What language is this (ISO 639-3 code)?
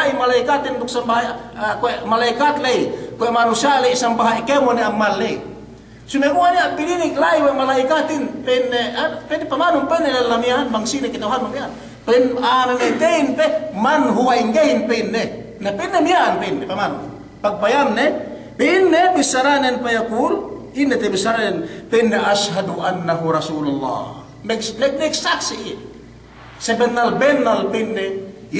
yka